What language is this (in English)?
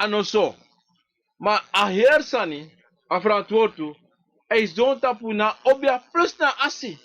Sranan Tongo